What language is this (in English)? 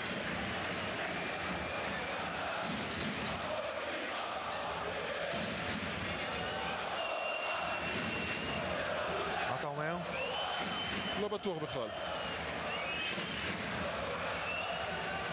Hebrew